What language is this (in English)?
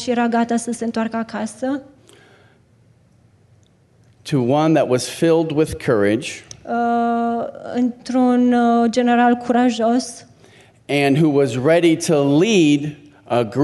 Romanian